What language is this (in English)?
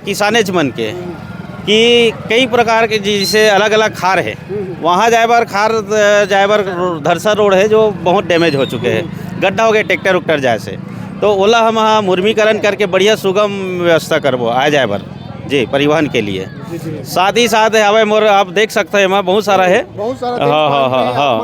Chhattisgarhi